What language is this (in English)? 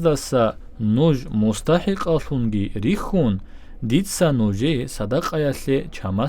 Avaric